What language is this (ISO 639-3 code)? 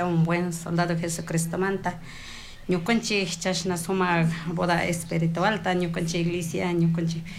qug